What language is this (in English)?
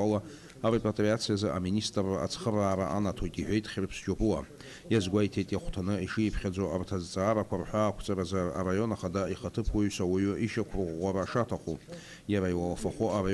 Abkhazian